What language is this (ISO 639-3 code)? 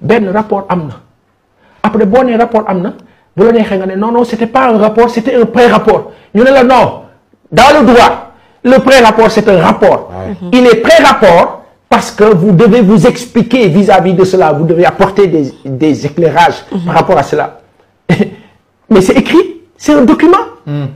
wol